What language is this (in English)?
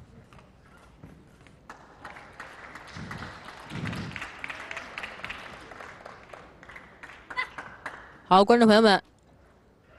Chinese